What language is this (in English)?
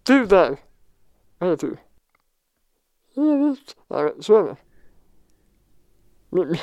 Swedish